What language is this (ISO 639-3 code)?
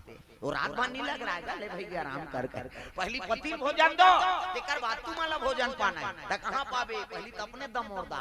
hne